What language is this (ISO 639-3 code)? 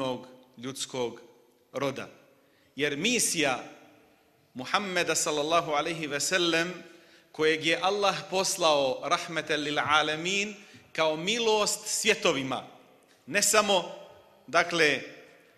bos